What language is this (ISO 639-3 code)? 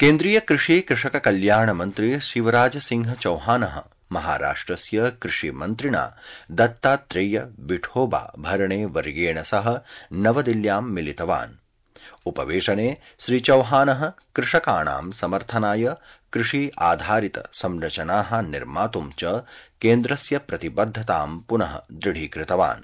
san